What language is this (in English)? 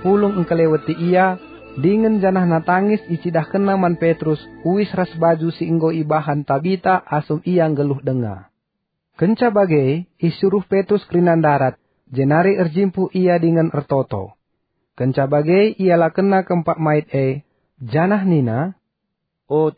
Batak Karo